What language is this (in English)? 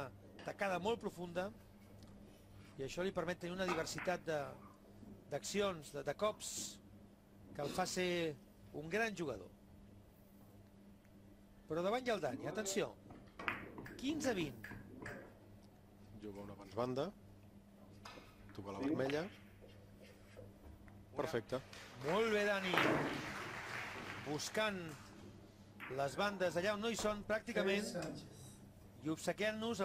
Catalan